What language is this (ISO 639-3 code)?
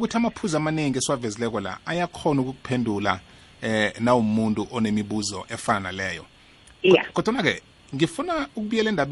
nbl